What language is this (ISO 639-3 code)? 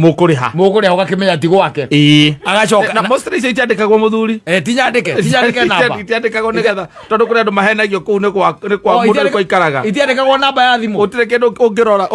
kik